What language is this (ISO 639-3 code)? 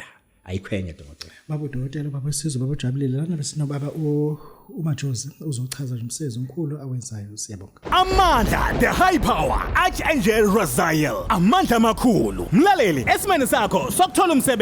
zul